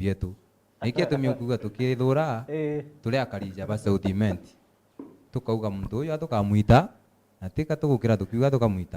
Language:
Meru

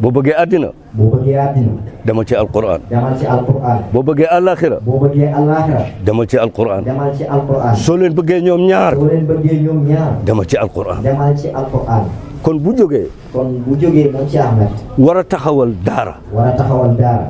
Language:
Wolof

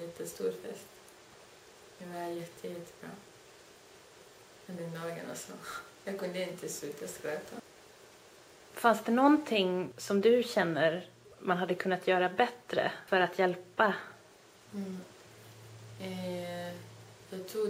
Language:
Swedish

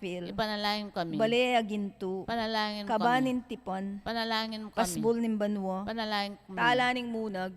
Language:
Pampanga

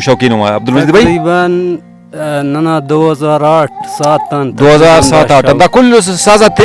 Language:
Brahui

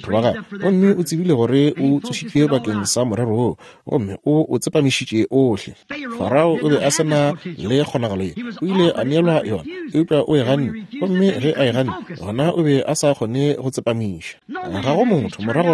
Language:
Northern Sotho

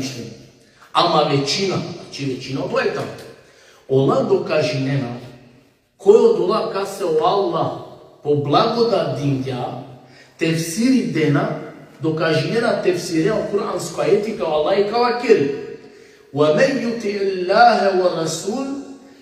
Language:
Balkan Romani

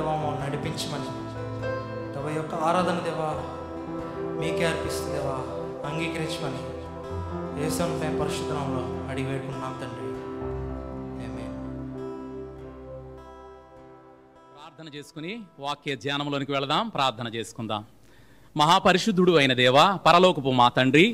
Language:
Telugu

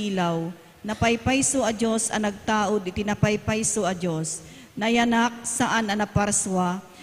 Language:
Iloko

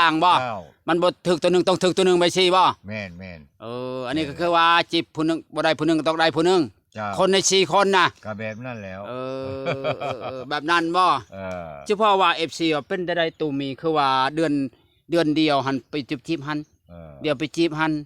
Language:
Lao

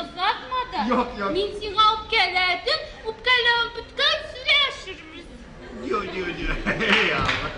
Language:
Tatar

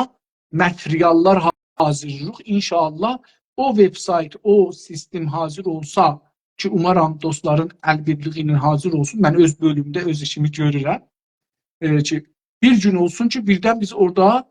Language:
South Azerbaijani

